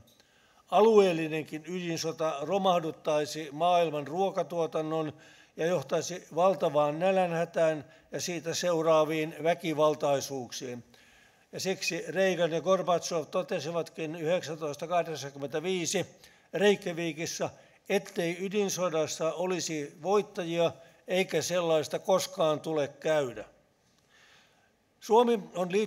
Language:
Finnish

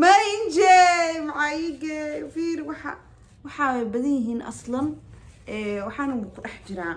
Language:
Somali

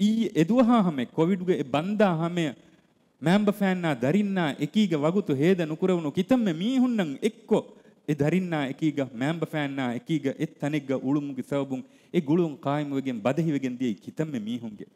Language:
Divehi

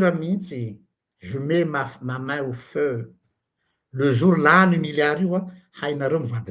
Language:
Malagasy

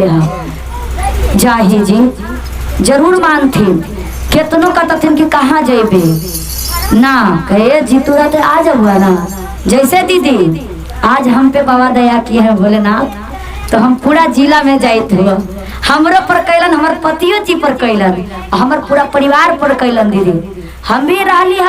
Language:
Magahi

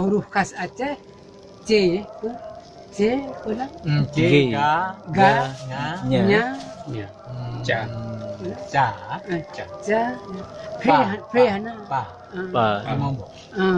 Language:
Achinese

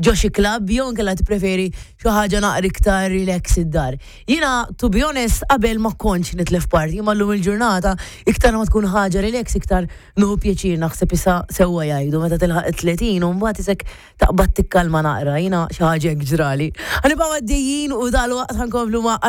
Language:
Maltese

